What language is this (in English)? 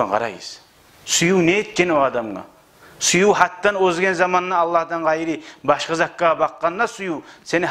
Kumyk